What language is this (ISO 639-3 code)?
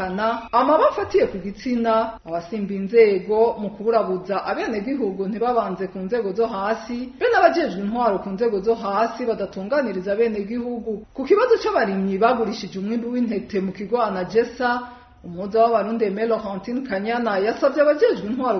run